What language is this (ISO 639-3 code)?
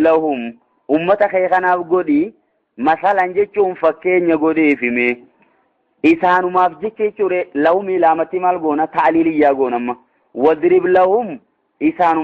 orm